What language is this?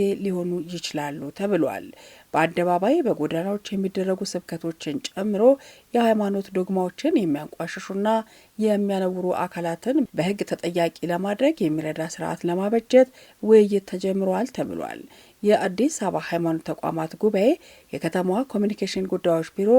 Amharic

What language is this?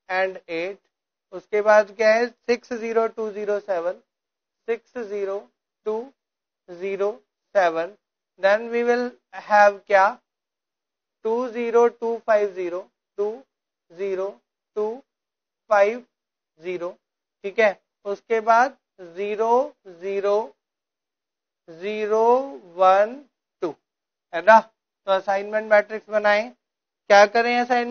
Hindi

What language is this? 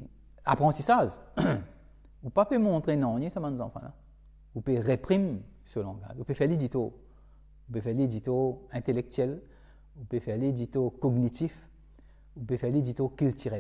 Morisyen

